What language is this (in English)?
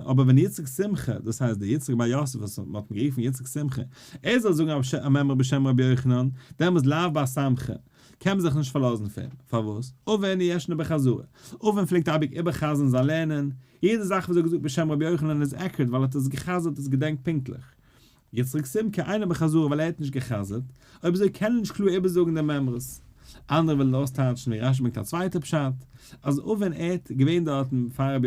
Yiddish